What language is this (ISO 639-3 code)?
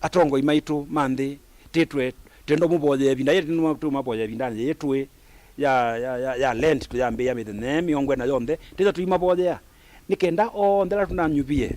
kam